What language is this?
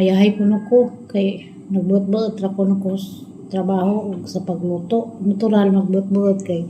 Cebuano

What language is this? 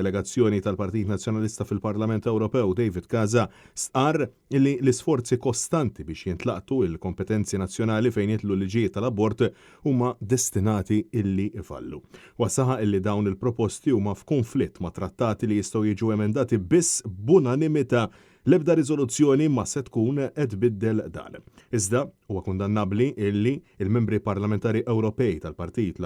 Maltese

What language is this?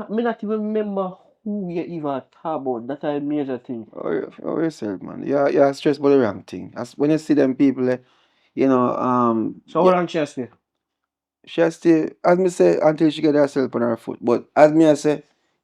Jamaican Creole English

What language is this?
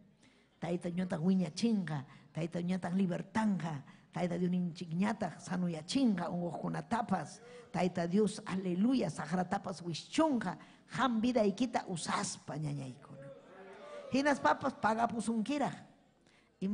Ayacucho Quechua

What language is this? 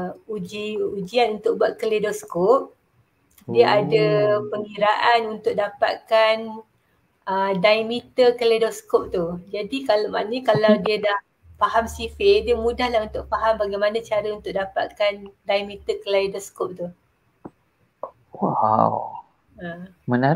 Malay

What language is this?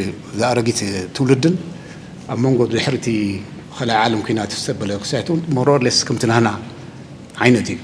Tigrinya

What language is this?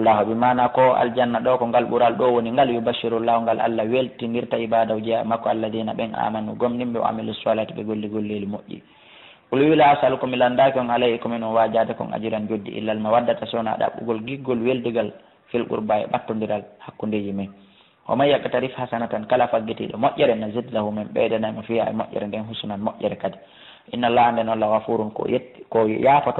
Fula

